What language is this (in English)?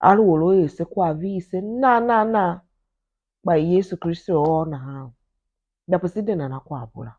Tiv